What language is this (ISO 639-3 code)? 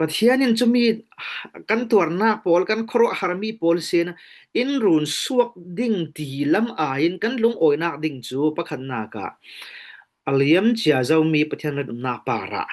cfm